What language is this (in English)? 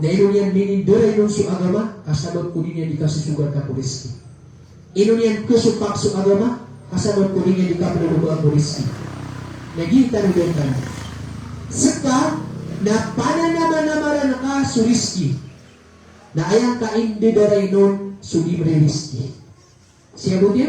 Maranao